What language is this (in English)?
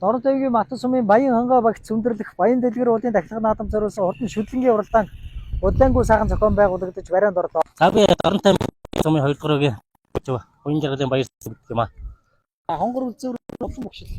Mongolian